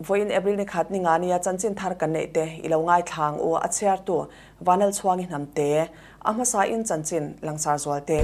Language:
Mizo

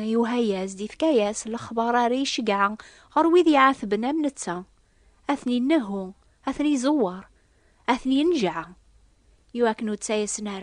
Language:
Kabyle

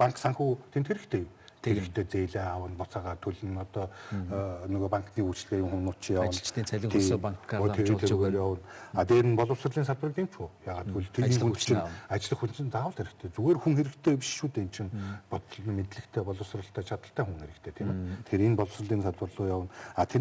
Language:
Mongolian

